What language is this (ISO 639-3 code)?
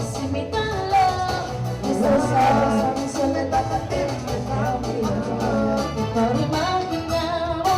pap